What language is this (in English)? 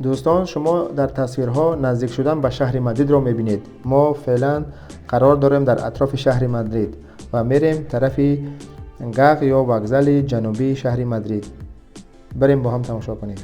Tajik